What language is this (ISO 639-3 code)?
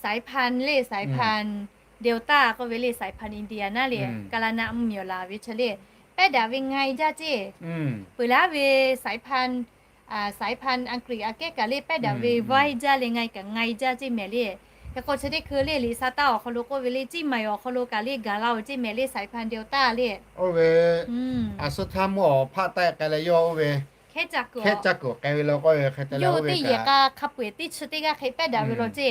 lhu